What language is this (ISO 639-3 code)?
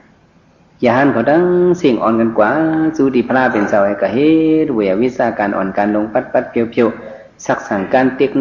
shn